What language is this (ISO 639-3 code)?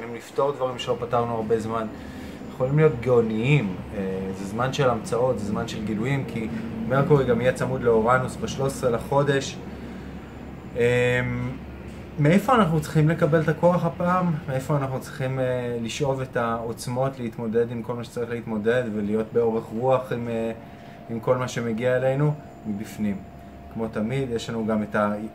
heb